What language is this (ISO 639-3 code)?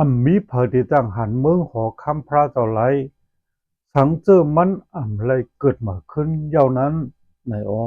shn